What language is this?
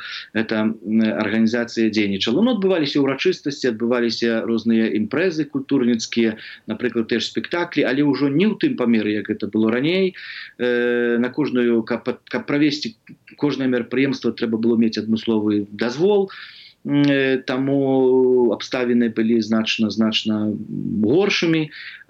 Belarusian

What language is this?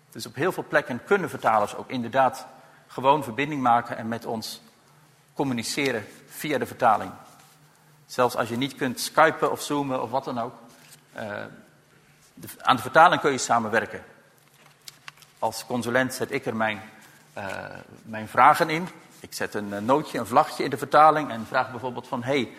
Dutch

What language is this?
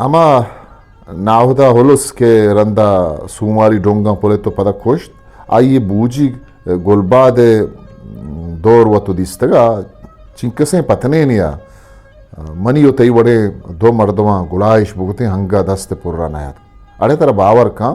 Eastern Balochi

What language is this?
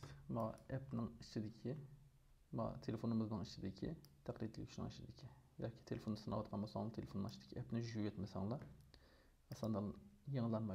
Uyghur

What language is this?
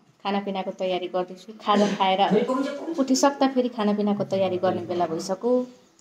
Nepali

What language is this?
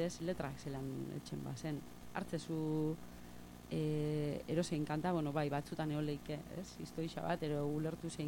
Basque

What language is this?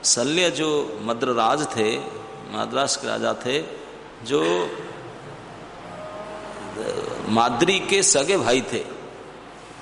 Hindi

